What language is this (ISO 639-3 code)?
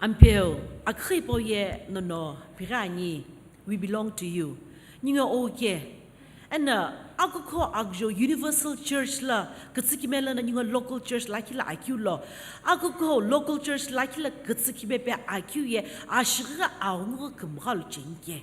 nsm